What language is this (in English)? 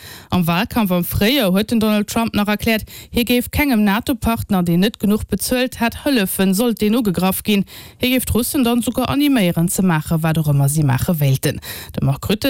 Luxembourgish